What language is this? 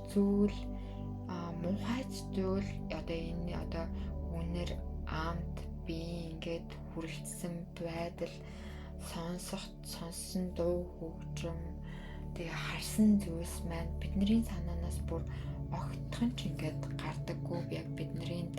Mongolian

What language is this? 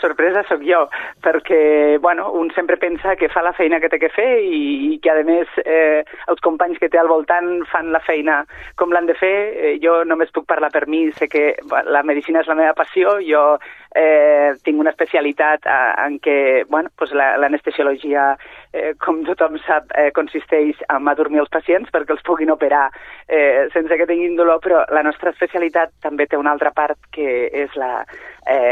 Catalan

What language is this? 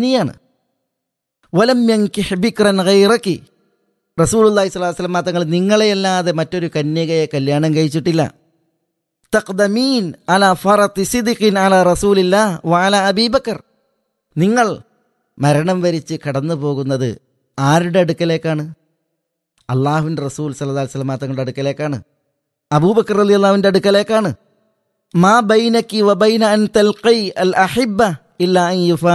Malayalam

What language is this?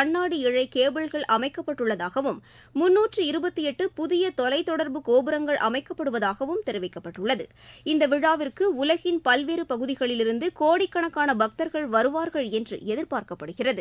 Tamil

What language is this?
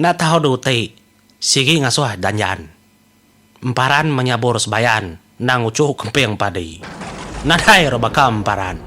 Iban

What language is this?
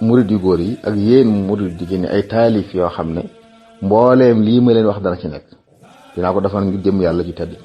Wolof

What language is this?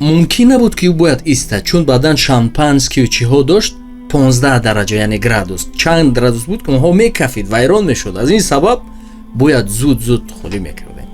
Tajik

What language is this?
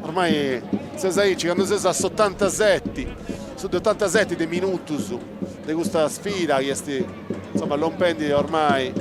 Sardinian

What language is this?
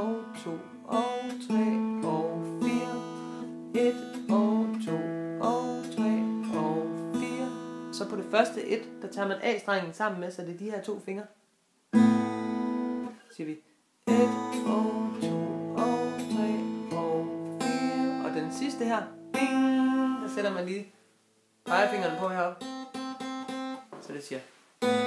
Danish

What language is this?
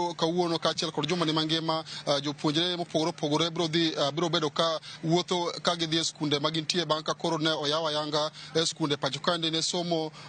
Luo (Kenya and Tanzania)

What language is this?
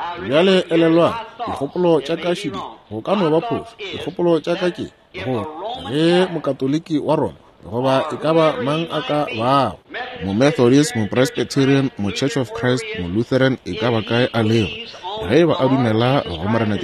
Northern Sotho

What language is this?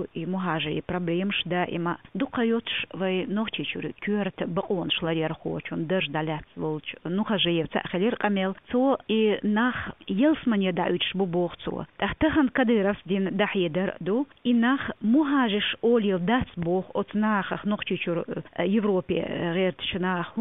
Chechen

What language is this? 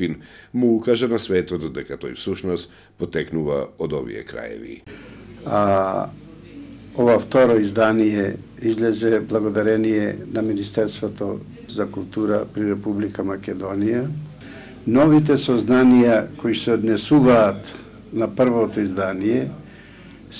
Macedonian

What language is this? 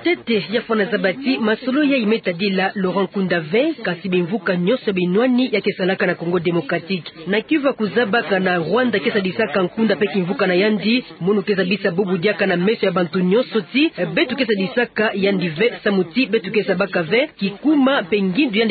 Kituba (Democratic Republic of Congo)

